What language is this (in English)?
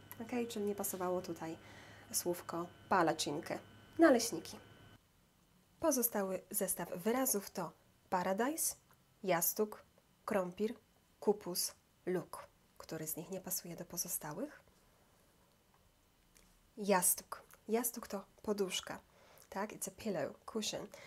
Polish